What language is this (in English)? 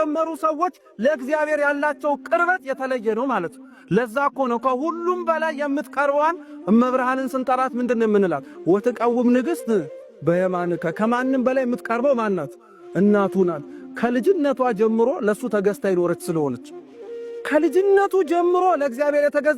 Amharic